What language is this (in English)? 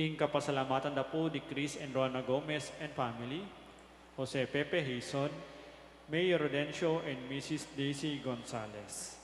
Pampanga